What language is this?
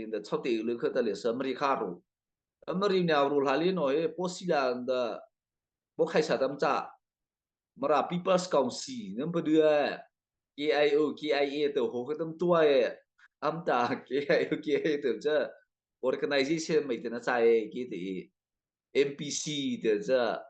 Mara Chin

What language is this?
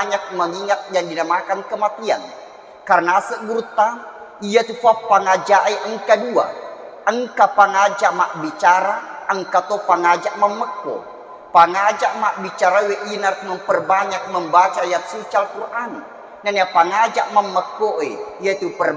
Buginese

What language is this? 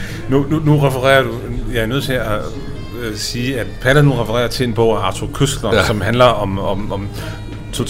Danish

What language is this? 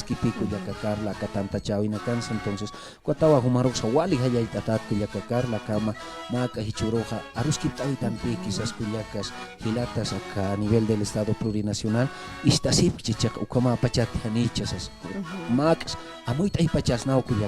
Aymara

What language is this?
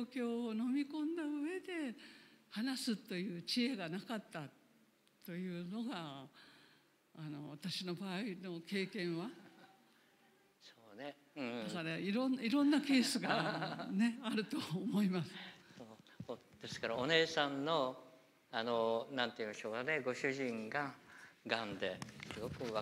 Japanese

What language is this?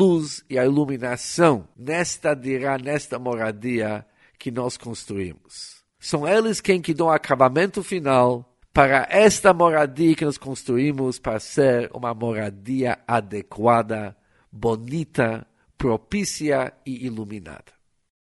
Portuguese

